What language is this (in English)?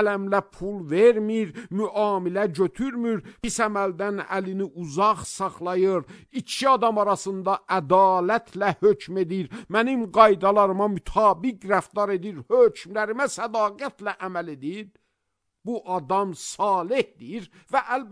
Azerbaijani